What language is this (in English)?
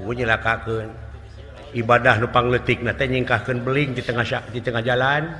Sundanese